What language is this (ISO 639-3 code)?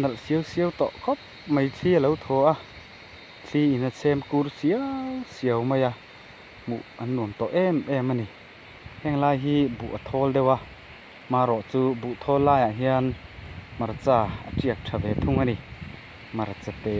lus